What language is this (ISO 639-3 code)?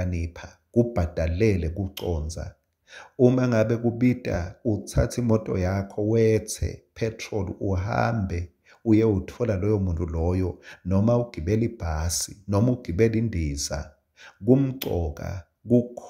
ssw